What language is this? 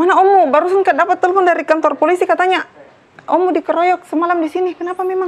Makassar Malay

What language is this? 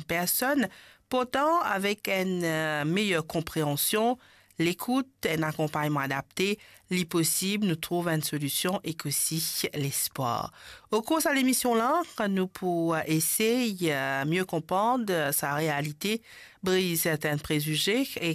Morisyen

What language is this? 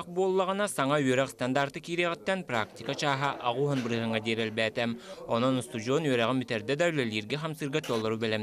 Yakut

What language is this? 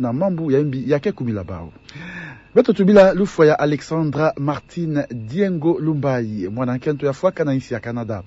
Kituba (Democratic Republic of Congo)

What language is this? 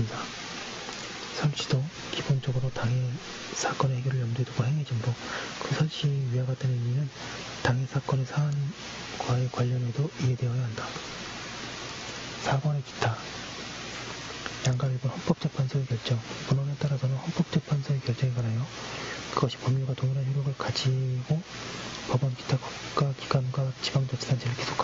Korean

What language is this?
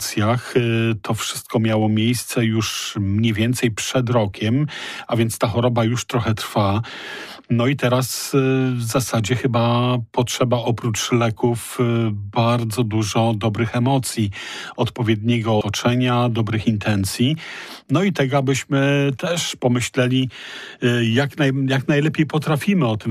Polish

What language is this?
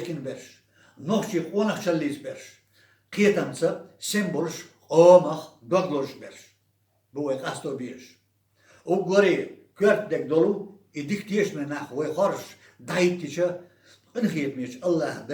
Chechen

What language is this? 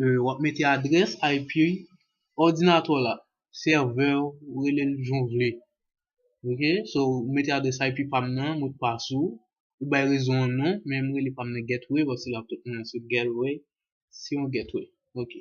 Haitian Creole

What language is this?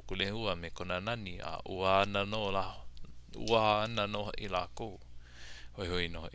Hawaiian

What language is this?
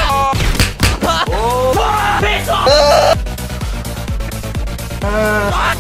Danish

